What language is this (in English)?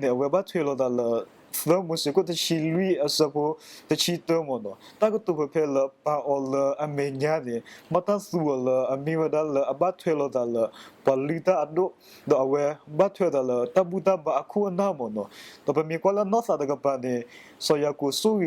S'gaw Karen